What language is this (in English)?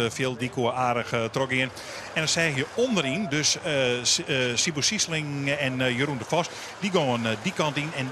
Western Frisian